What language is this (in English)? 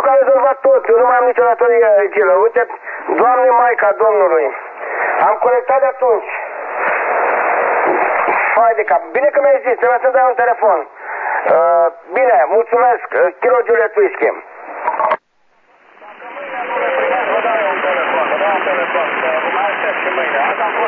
Romanian